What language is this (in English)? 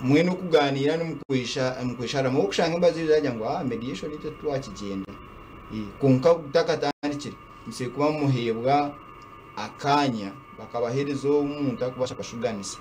Nyankole